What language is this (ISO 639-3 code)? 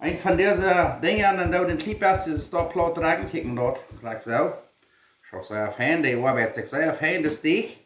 pdt